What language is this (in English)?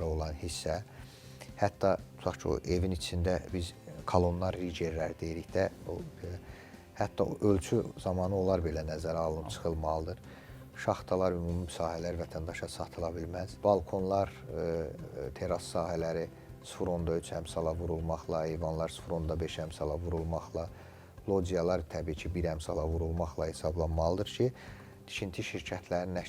Azerbaijani